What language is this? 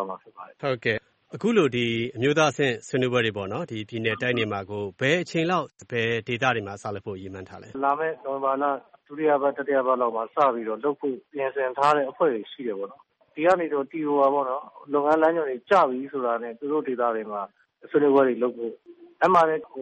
Burmese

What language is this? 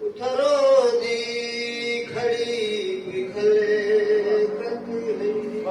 Saraiki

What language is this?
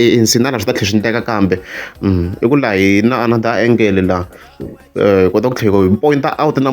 Tsonga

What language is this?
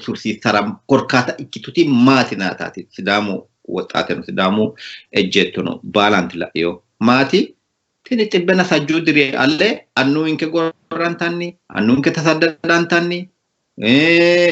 Sidamo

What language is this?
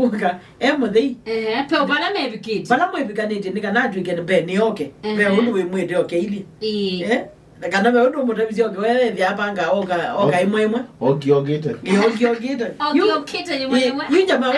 Kamba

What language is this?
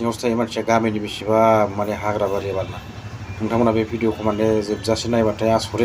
Bodo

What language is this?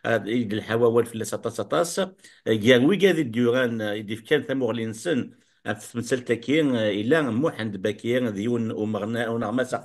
Kabyle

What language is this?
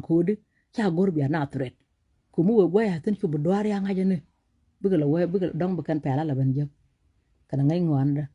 Nuer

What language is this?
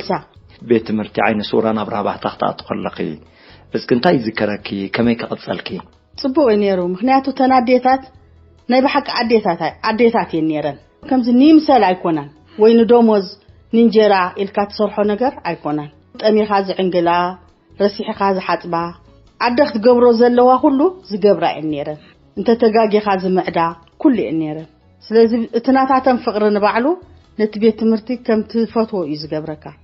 Tigrinya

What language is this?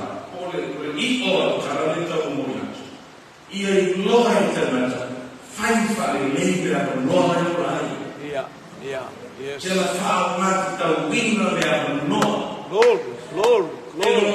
Samoan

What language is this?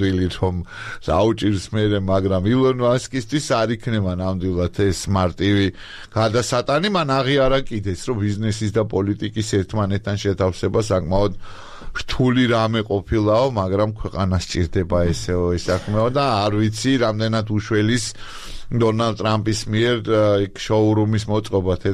Georgian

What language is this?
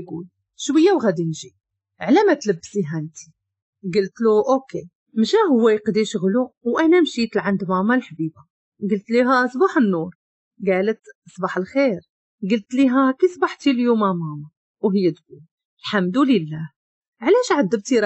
Moroccan Arabic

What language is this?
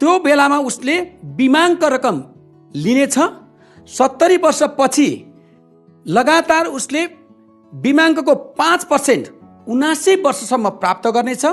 Nepali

